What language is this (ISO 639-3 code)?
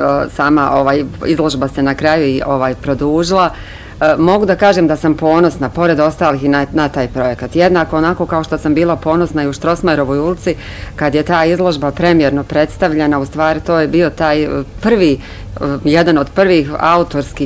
bos